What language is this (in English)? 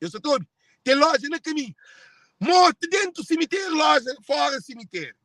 Kabuverdianu